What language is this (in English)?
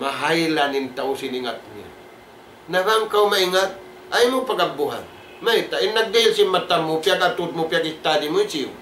Tausug